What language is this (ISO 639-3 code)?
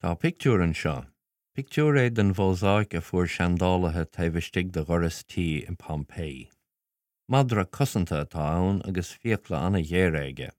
gle